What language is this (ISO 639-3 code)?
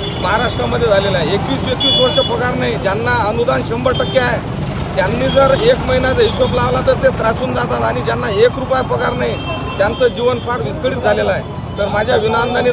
mar